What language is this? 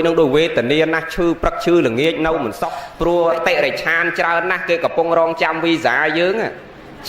Khmer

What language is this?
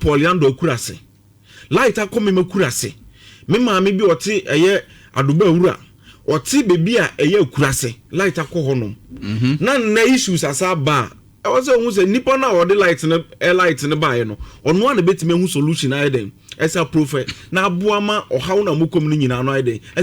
Akan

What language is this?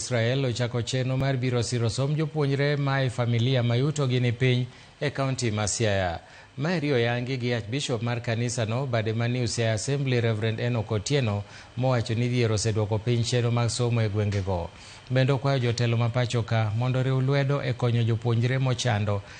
Luo (Kenya and Tanzania)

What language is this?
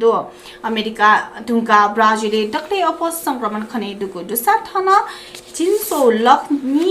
Newari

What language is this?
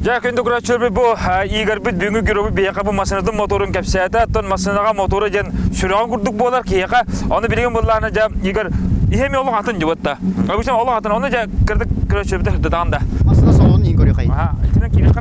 Yakut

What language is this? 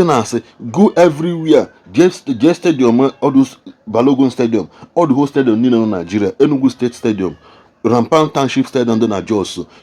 Igbo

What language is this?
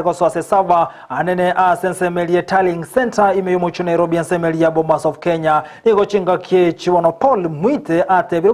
Gusii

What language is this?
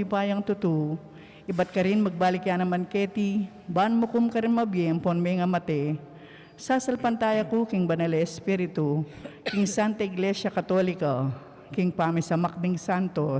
Pampanga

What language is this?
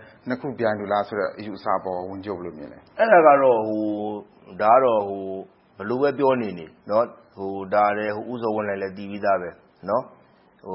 Burmese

